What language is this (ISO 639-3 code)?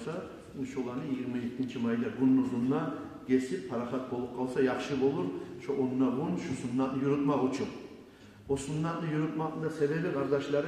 kum